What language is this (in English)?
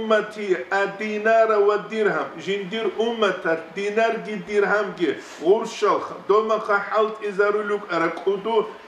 Avaric